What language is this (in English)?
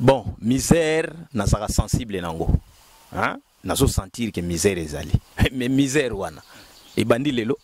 Lingala